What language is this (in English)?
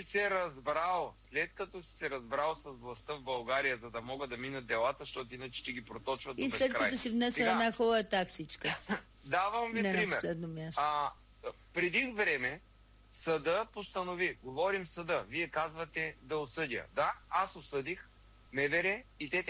Bulgarian